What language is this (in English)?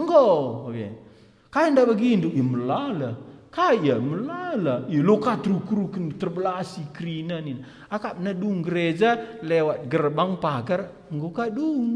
Batak Karo